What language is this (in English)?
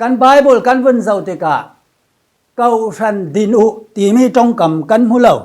Falam Chin